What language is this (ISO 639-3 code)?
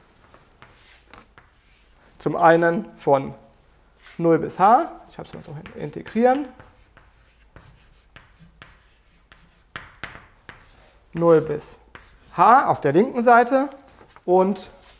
deu